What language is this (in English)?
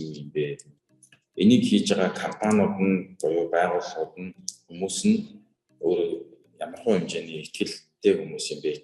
Mongolian